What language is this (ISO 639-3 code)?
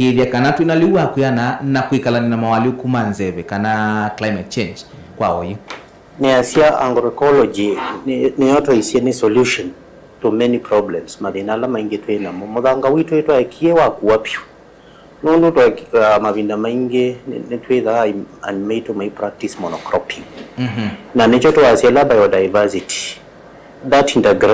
kam